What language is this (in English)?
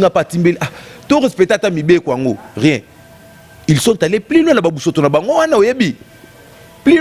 Lingala